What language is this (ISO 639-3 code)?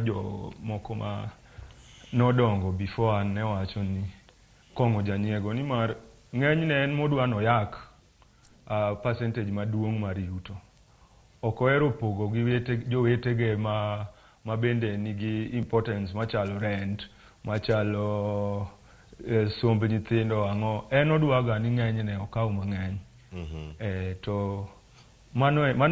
luo